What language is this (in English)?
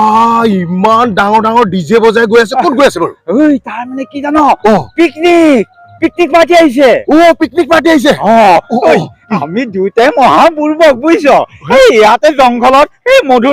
Assamese